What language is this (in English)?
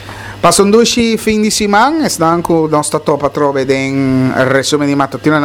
Papiamento